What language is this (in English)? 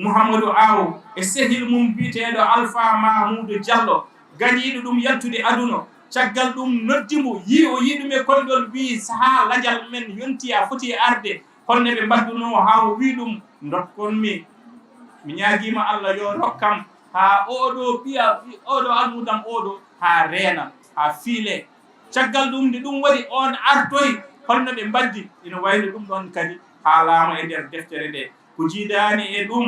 Fula